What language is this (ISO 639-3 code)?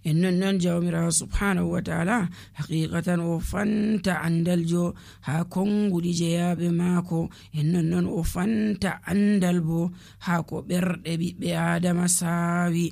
fuv